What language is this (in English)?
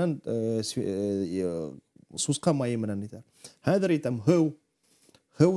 Bashkir